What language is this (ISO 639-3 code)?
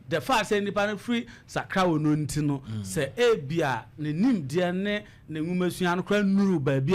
aka